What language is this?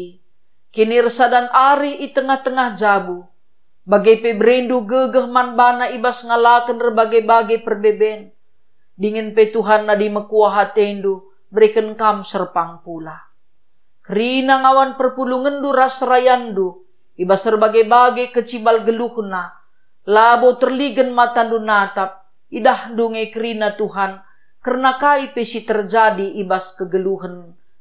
Batak Karo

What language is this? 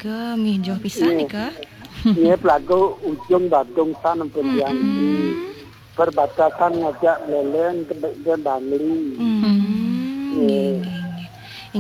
Balinese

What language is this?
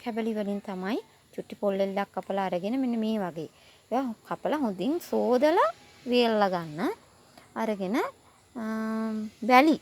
Sinhala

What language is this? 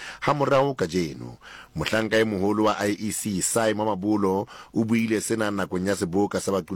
Southern Sotho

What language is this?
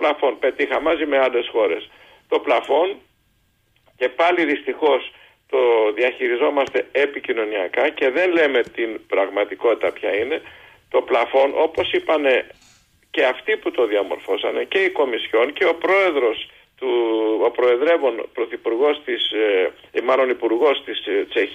Greek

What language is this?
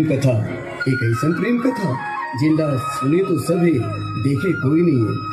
Chhattisgarhi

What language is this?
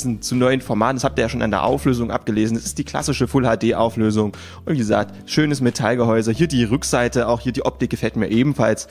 German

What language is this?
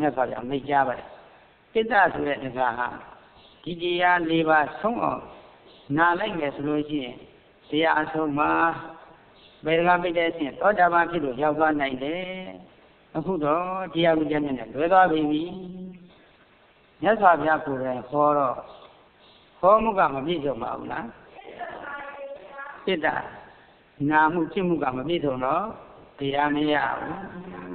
Burmese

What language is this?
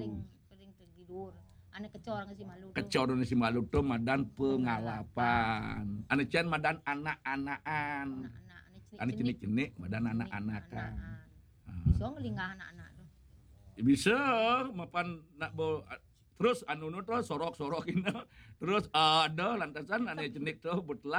Balinese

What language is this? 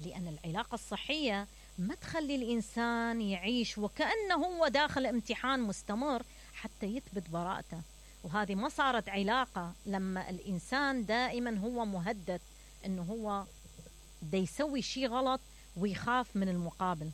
Mesopotamian Arabic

